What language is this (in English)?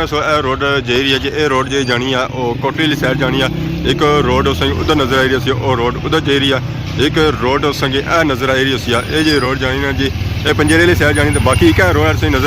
Pahari-Potwari